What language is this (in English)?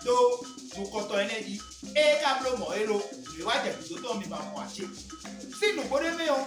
Fon